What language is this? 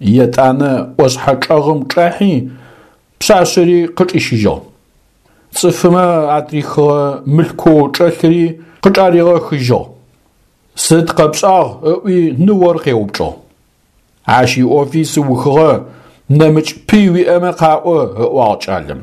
Adyghe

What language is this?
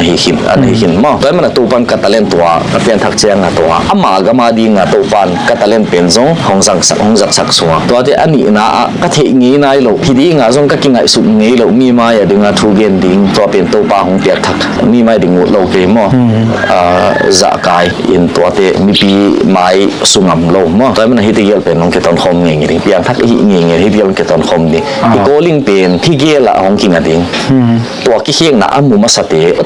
Tedim Chin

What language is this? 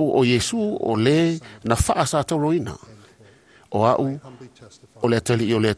Samoan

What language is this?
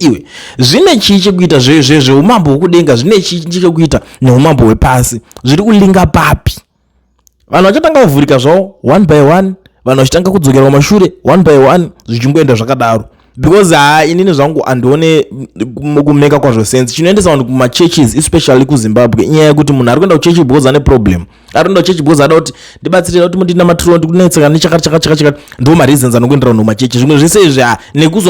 Shona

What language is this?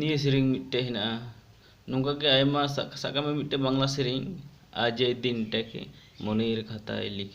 Santali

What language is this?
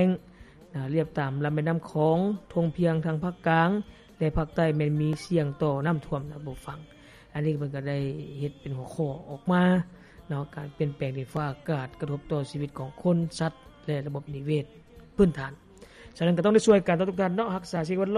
Lao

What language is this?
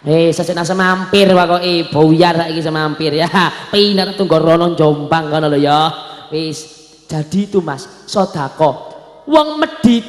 Javanese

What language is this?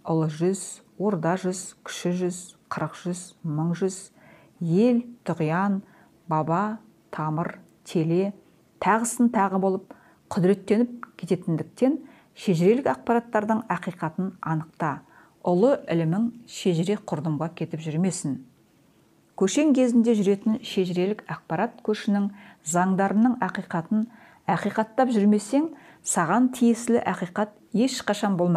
Kazakh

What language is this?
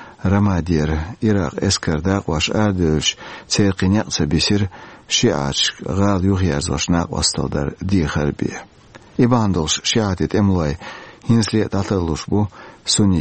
Chechen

